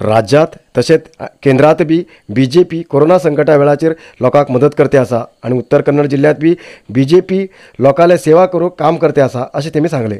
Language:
Konkani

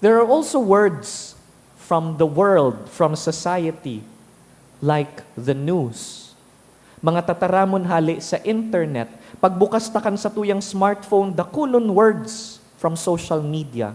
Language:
Bikol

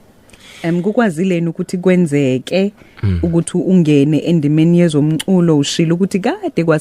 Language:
Zulu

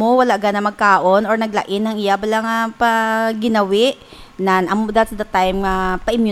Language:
Hiligaynon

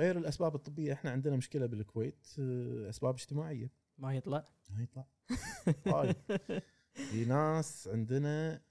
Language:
Gulf Arabic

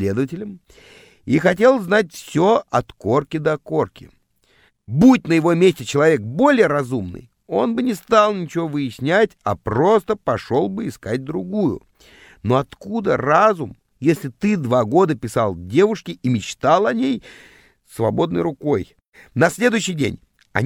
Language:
Russian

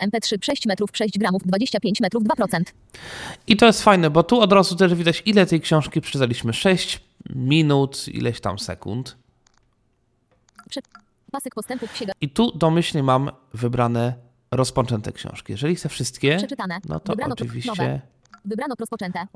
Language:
Polish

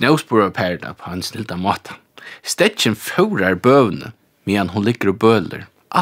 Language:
Faroese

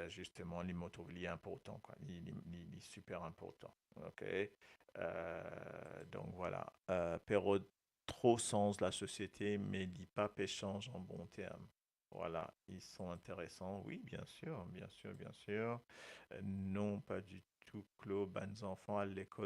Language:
Morisyen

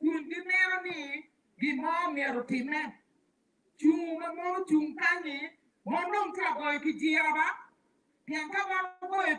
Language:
Acoli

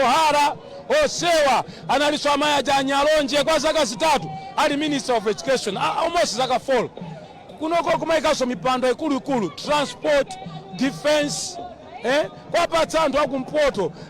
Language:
Nyanja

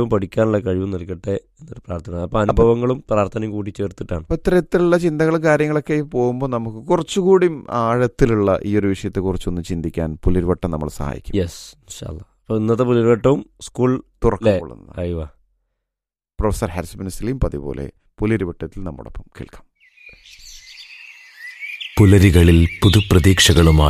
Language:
Malayalam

